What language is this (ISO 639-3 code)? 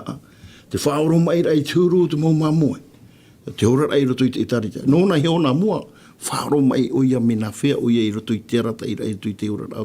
tah